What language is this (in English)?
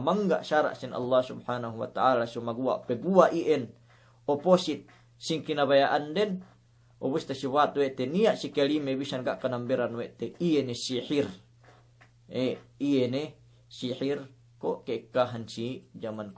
Yakan